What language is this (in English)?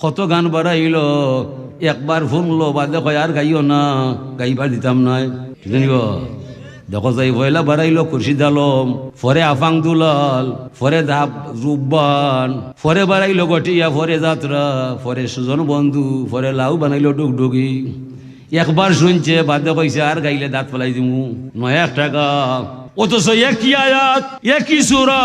Sylheti